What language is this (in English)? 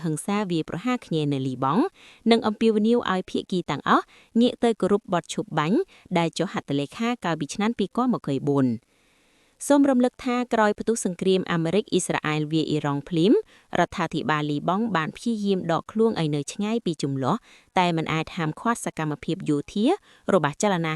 Khmer